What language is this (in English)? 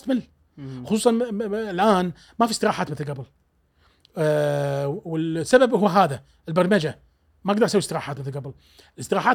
Gulf Arabic